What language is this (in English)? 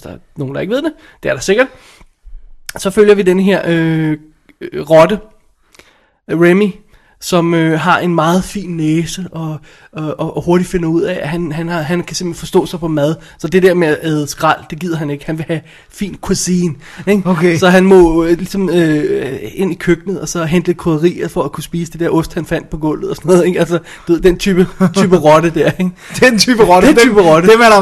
Danish